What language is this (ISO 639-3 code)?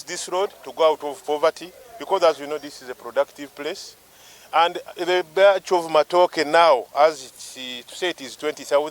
nyn